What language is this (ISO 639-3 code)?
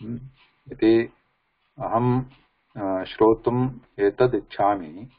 san